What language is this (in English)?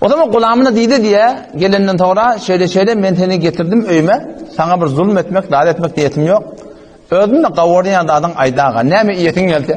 Turkmen